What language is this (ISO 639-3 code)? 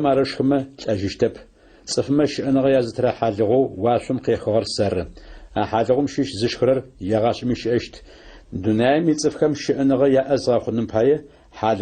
ady